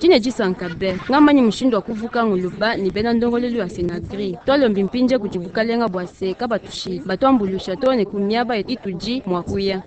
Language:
Luba-Lulua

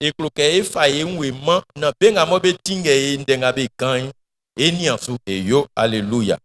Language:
Baoulé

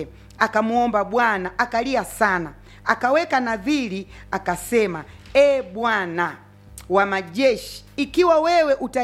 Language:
Swahili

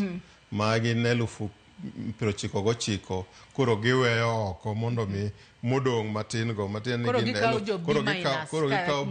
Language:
Luo (Kenya and Tanzania)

